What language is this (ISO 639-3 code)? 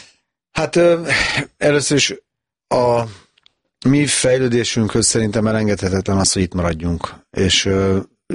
hun